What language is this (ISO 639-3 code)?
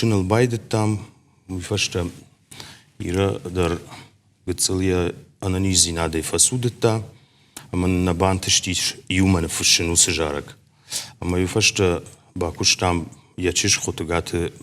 oss